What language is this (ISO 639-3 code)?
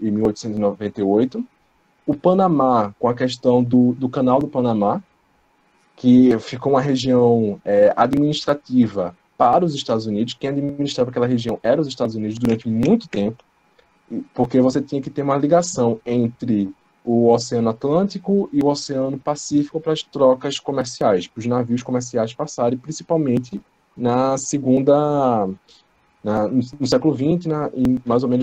por